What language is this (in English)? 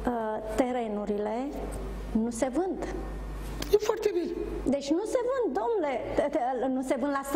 Romanian